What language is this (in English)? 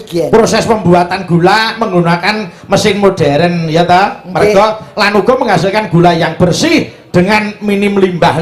Javanese